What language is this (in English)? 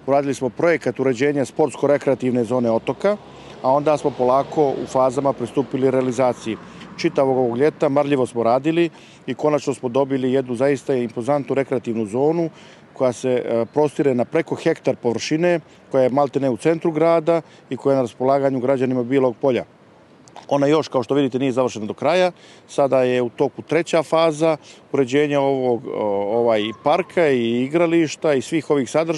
Serbian